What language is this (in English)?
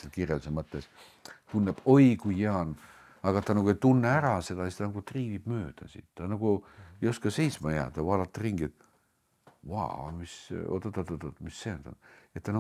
Estonian